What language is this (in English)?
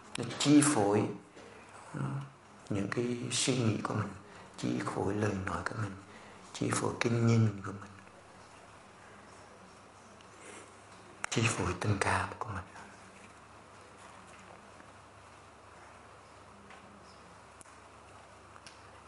Vietnamese